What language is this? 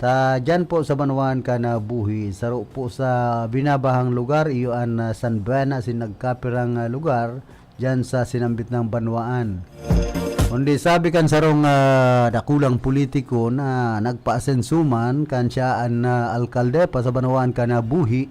Bikol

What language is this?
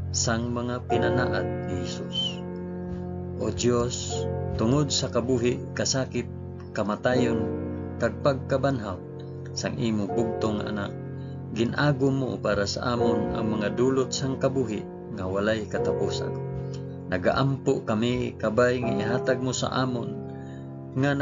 Hiligaynon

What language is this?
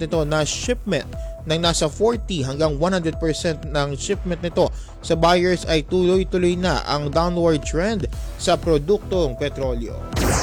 Filipino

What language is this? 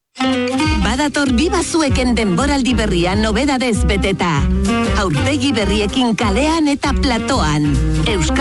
Basque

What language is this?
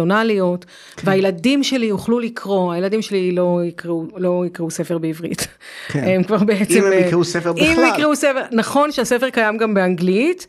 Hebrew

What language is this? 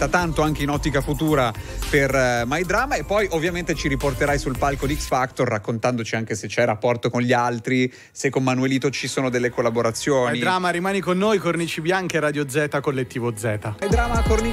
Italian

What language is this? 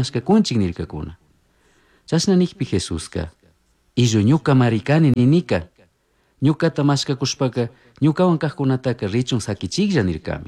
Chimborazo Highland Quichua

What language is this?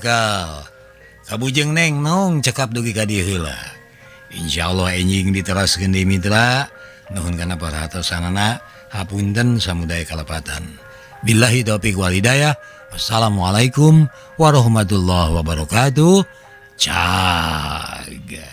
Sundanese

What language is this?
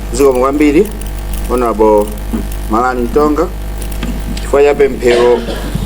Nyanja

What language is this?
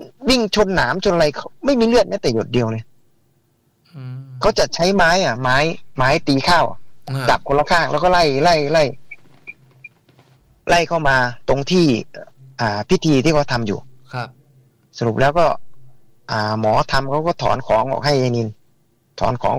Thai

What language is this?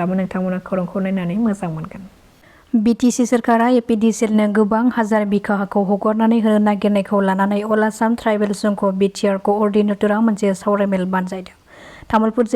Bodo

